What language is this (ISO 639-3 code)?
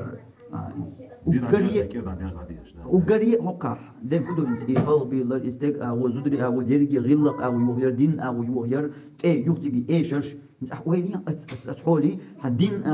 che